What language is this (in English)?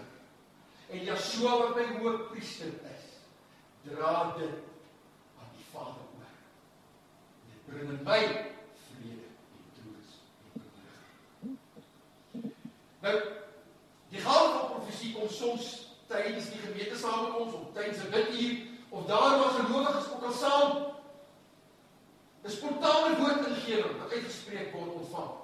Afrikaans